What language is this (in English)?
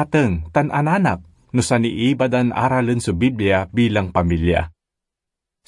Pangasinan